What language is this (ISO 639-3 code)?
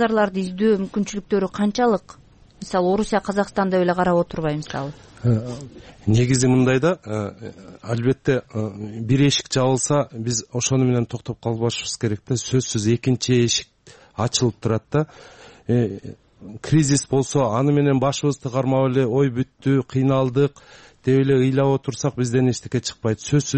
kir